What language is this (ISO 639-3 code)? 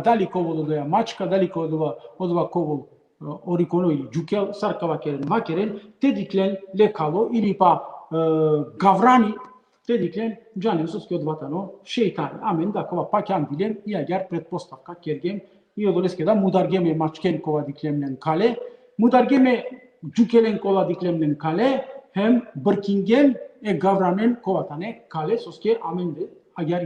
rmn